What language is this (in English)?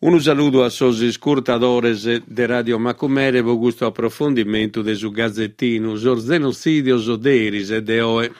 Sardinian